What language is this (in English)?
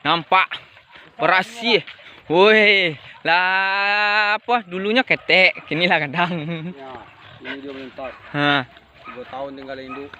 Minangkabau